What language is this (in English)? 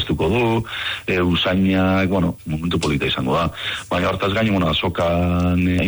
Basque